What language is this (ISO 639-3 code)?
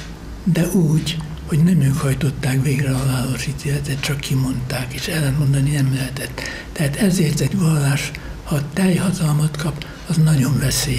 hun